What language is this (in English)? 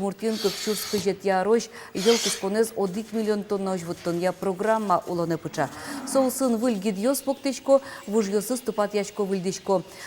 Udmurt